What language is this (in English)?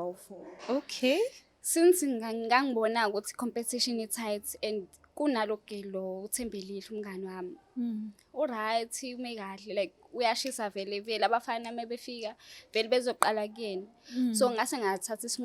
Zulu